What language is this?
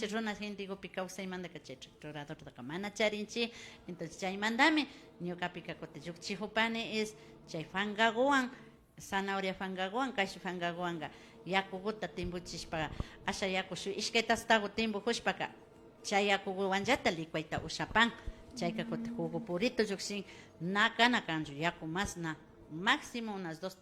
Imbabura Highland Quichua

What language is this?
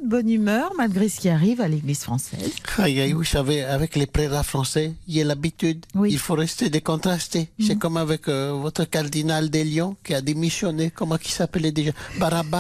French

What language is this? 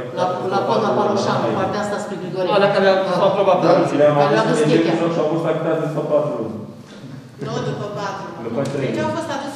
Romanian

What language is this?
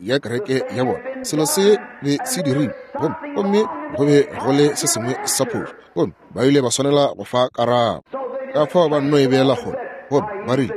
Northern Sotho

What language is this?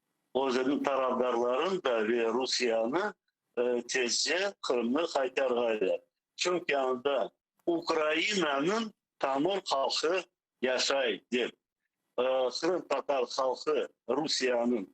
Crimean Tatar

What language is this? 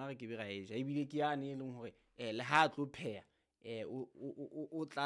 Southern Sotho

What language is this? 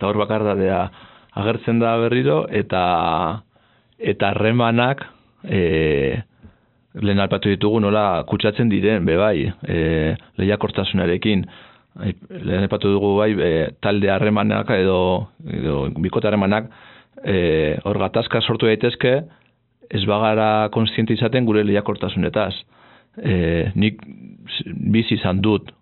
Basque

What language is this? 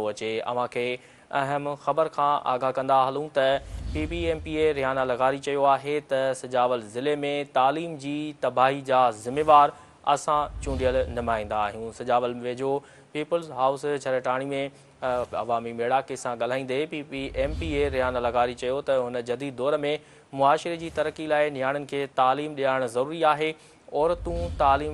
Sindhi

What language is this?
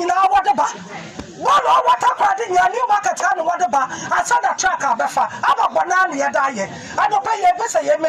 Akan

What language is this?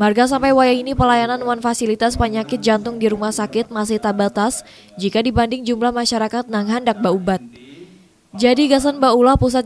Banjar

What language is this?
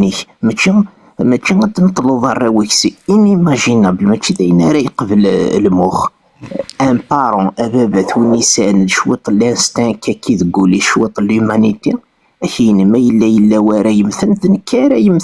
Kabyle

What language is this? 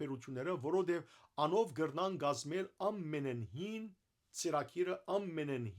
Western Armenian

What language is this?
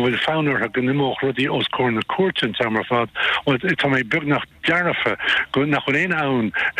Irish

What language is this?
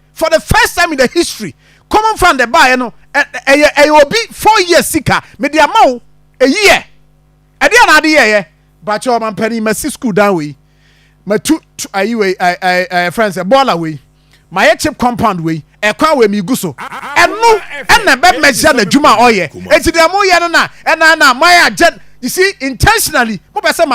Akan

